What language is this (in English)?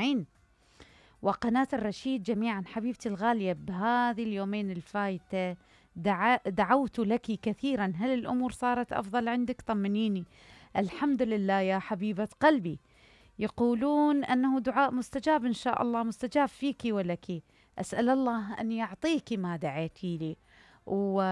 Mesopotamian Arabic